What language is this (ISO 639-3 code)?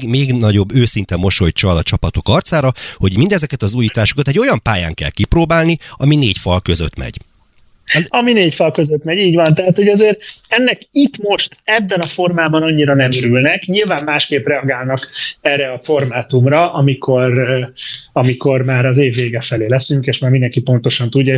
hun